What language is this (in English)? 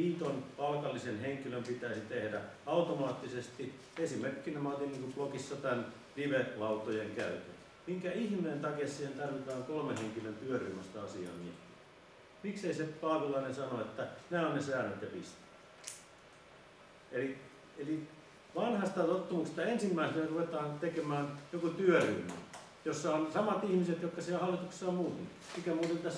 Finnish